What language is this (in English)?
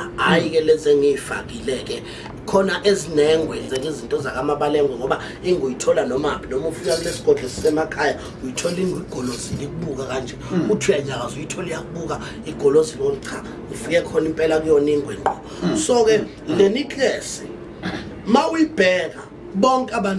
Zulu